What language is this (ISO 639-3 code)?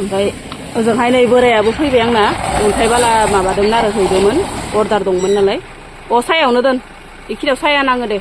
brx